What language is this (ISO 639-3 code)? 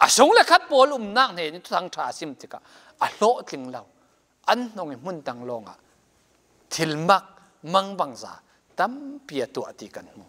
cfm